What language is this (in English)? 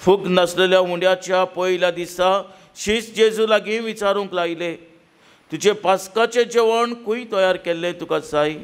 Konkani